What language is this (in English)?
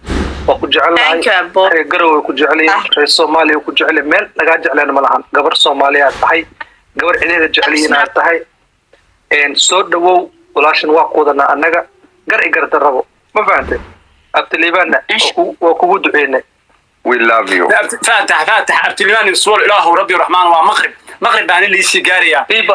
Somali